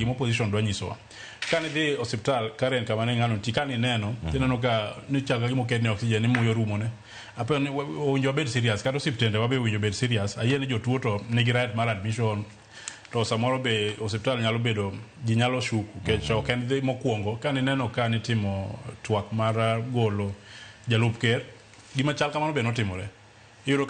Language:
Luo (Kenya and Tanzania)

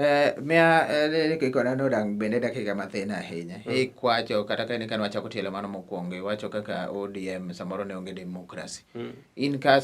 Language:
Luo (Kenya and Tanzania)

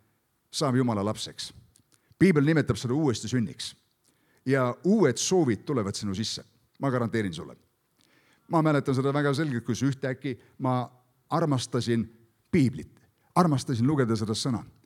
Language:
Estonian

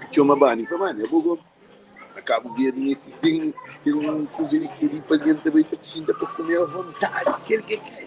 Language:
Kabuverdianu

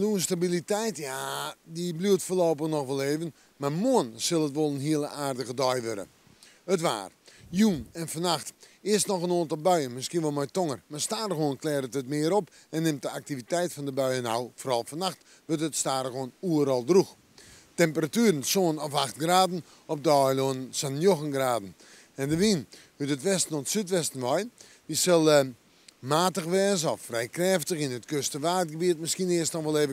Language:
Western Frisian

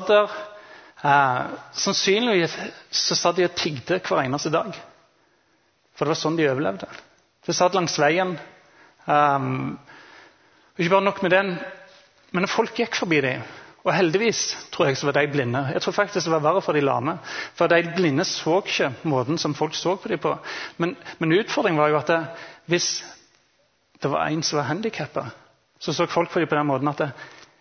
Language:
Norwegian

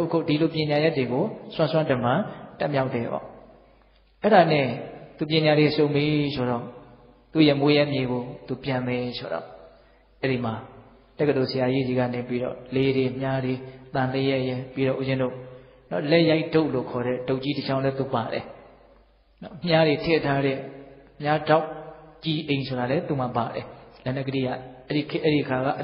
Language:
Burmese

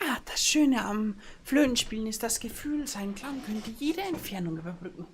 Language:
Bavarian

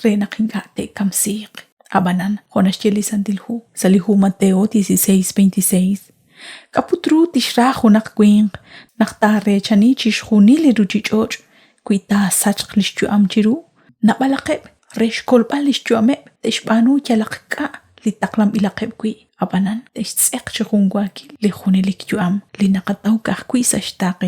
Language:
Kekchí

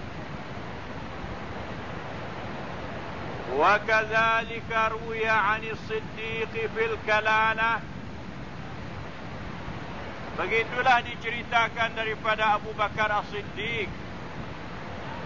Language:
Malay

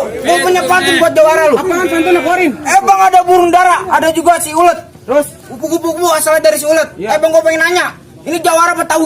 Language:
Betawi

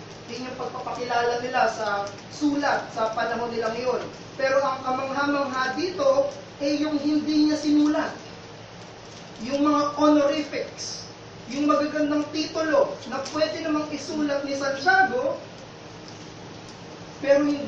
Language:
Filipino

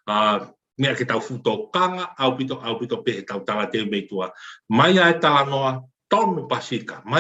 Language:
Tongan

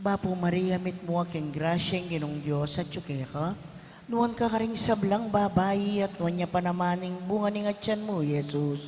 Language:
Pampanga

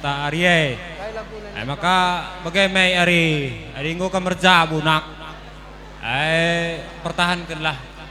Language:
Batak Karo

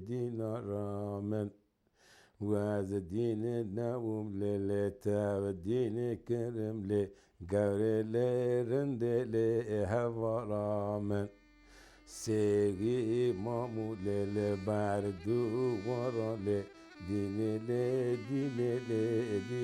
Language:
Kurdish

